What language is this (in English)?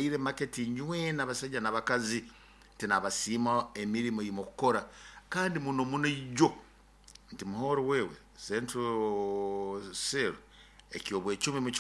Nyoro